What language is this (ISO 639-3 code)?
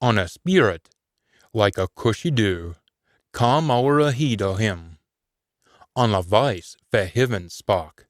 sco